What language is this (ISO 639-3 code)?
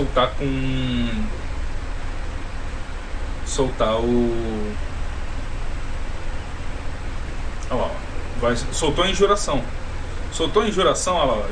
por